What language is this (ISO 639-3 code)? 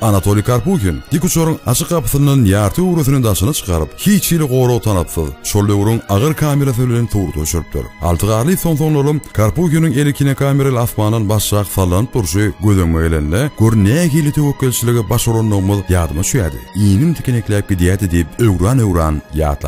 tuk